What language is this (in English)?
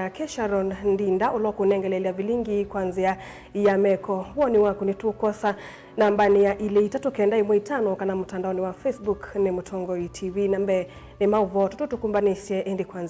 Kamba